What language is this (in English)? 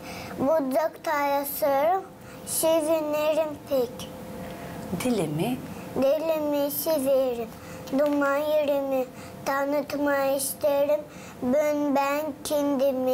Gagauz